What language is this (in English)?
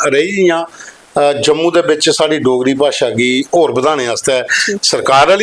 Dogri